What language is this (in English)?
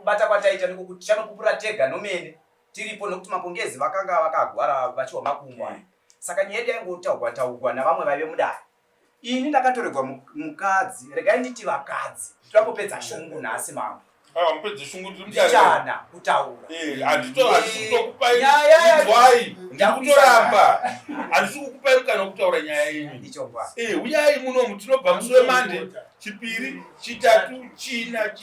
Shona